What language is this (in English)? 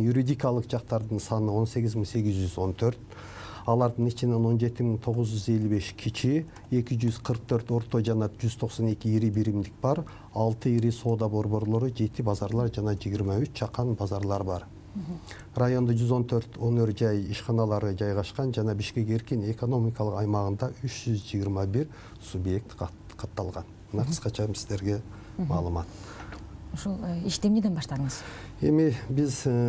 Kyrgyz